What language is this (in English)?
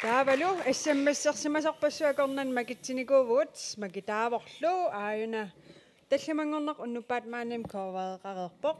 Kalaallisut